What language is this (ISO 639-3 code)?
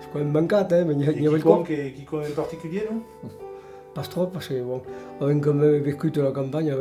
oci